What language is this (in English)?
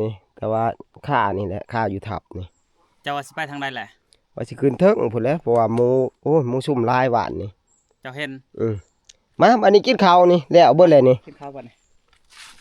Northeastern Thai